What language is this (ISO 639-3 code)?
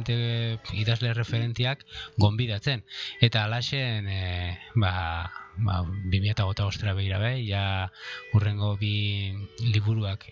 eus